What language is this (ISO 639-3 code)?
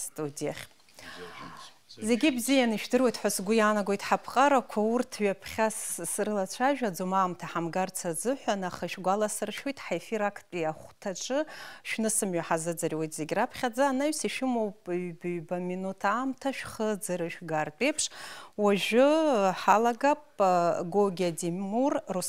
abk